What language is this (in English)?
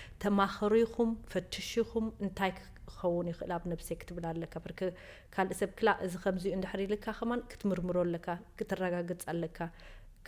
Tigrinya